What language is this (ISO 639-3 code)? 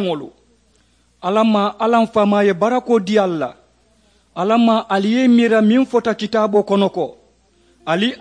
man